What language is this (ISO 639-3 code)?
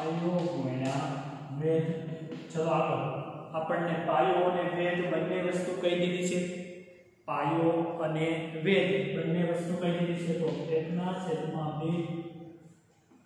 guj